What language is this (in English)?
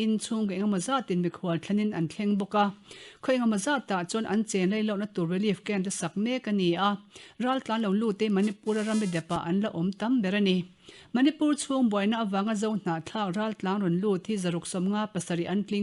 Mizo